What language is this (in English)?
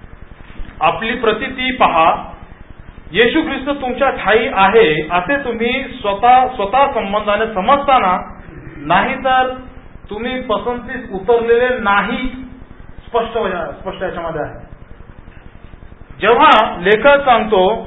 Marathi